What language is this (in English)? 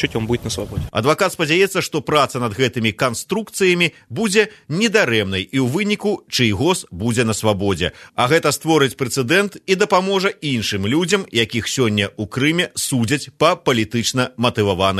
Belarusian